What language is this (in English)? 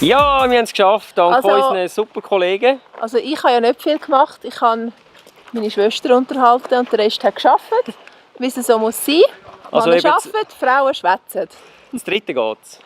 Swiss German